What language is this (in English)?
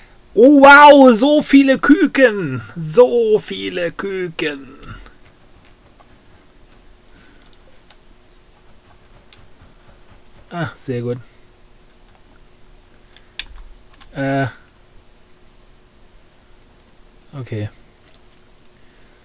German